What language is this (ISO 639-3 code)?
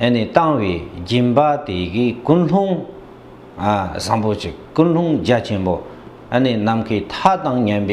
bod